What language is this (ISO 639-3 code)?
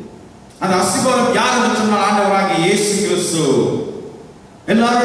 tam